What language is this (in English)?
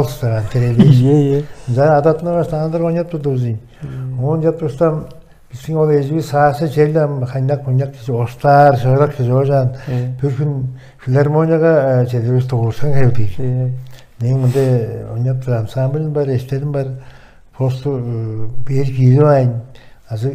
Tuvinian